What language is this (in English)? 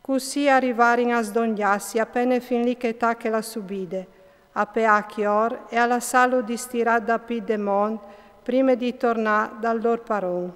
Friulian